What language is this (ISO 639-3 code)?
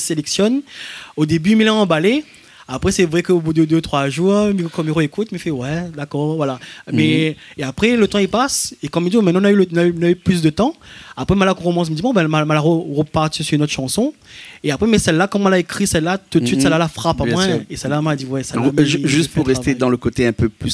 rcf